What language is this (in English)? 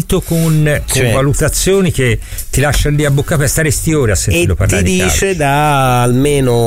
Italian